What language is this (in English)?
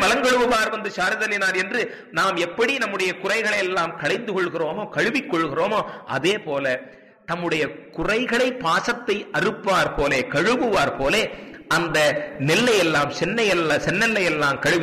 Tamil